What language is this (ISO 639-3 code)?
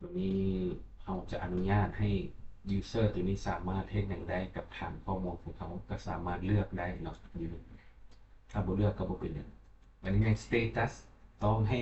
lao